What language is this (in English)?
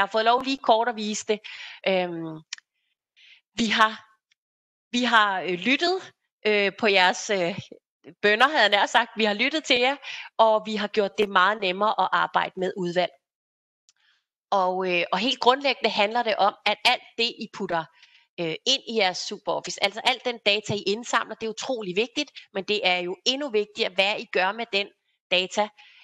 Danish